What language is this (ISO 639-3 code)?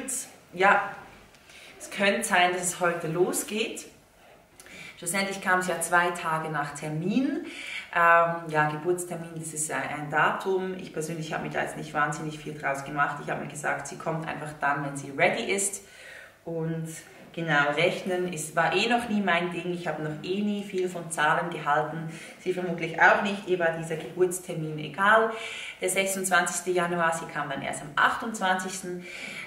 deu